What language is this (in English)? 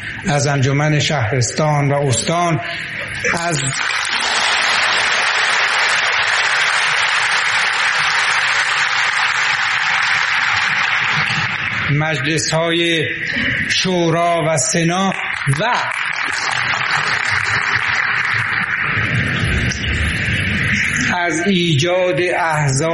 Persian